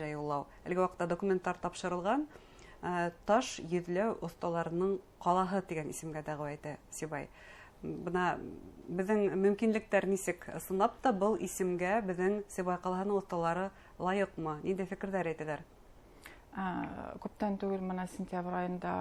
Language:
Bashkir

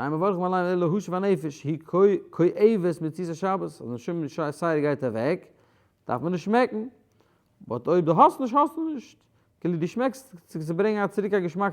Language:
Yiddish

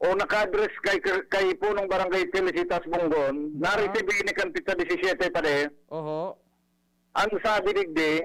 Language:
Bikol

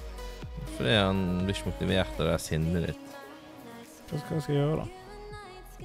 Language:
Norwegian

